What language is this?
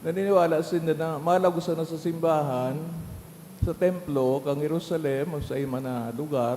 Bikol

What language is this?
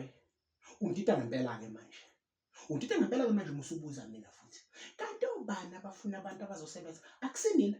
Zulu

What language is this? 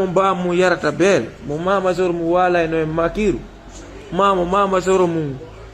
Fula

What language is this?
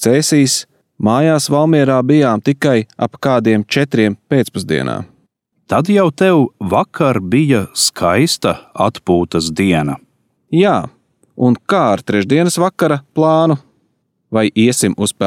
Latvian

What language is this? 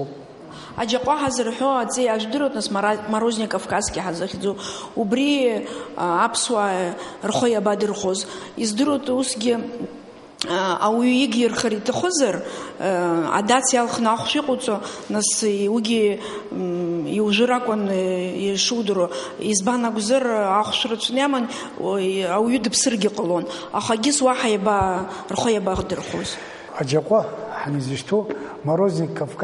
Abkhazian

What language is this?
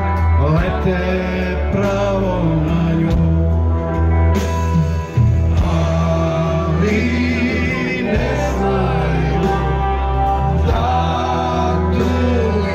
Serbian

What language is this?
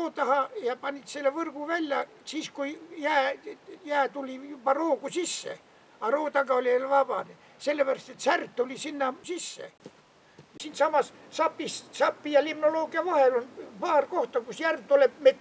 Estonian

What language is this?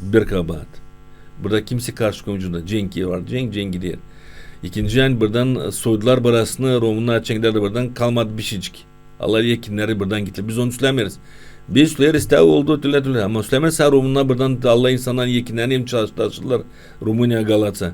Gagauz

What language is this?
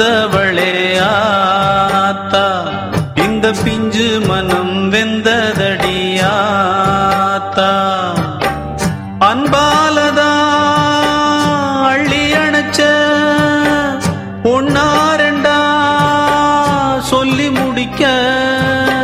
Tamil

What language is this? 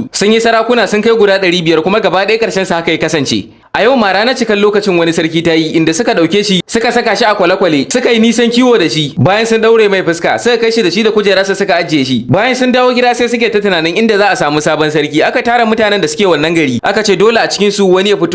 Hausa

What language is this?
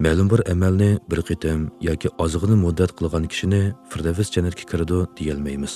Uyghur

